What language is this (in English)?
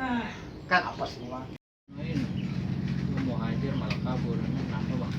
Betawi